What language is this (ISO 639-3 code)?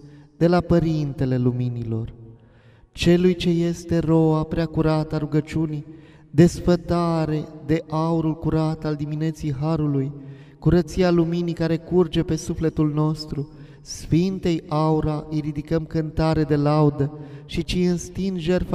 ron